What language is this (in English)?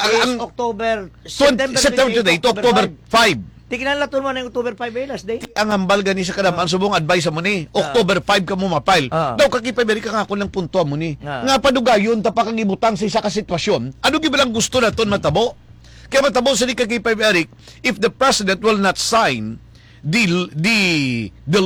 Hiligaynon